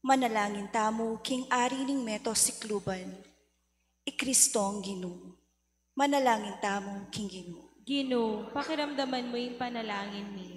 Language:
Pampanga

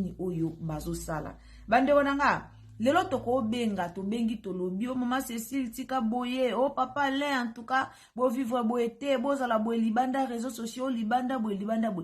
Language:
Lingala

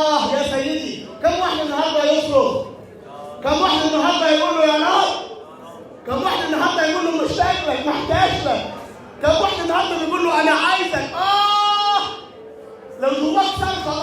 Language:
Egyptian Arabic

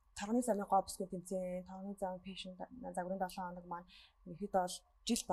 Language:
Mongolian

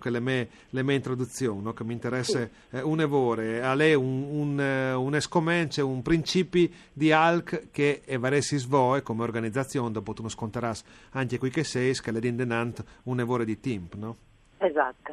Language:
Friulian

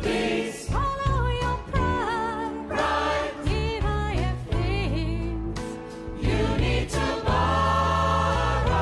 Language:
Western Frisian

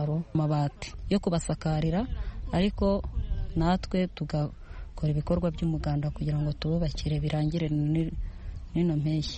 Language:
Kinyarwanda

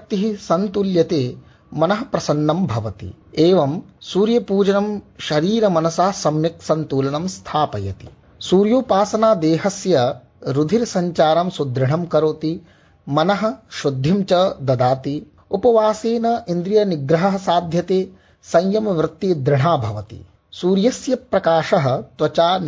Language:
Sanskrit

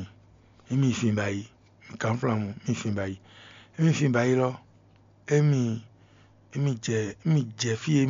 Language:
Fon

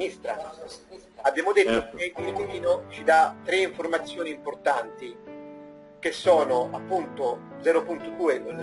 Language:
Italian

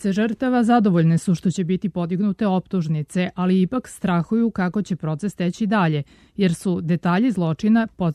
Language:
Serbian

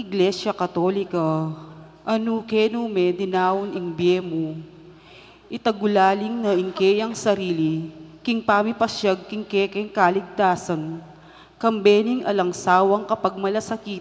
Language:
Pampanga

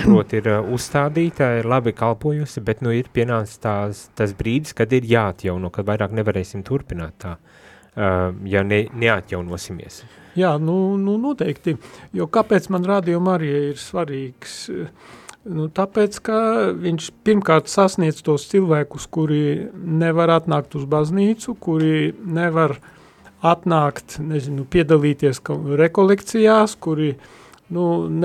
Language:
Latvian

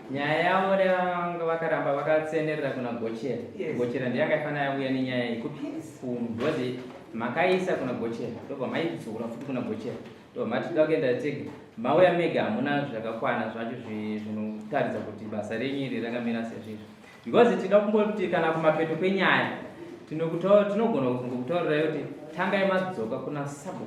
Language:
Shona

